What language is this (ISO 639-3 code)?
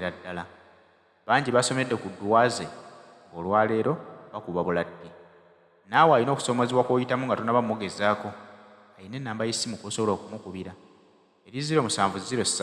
lug